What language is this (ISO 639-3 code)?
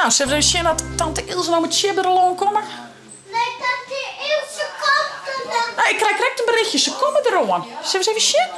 fry